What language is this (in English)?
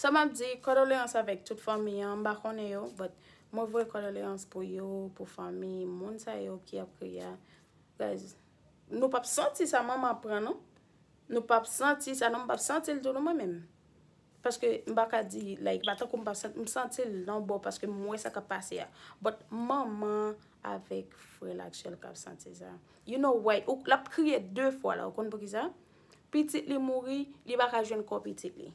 Haitian Creole